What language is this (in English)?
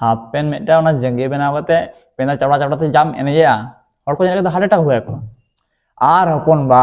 Santali